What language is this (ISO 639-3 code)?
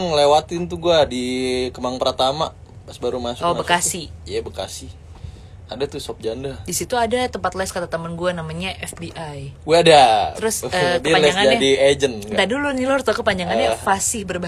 ind